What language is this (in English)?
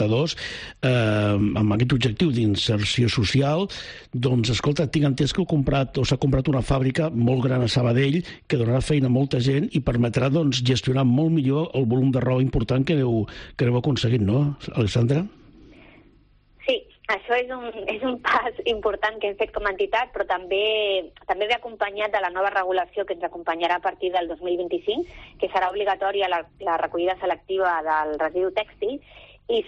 Catalan